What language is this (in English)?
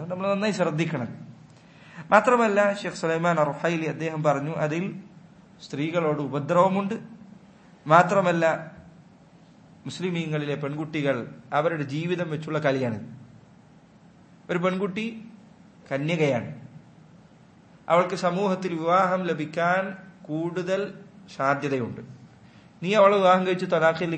Malayalam